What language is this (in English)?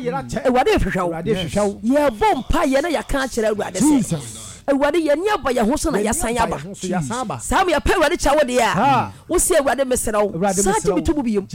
Akan